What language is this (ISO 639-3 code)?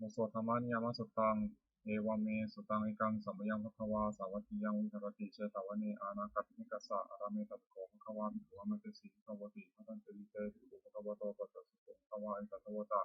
pli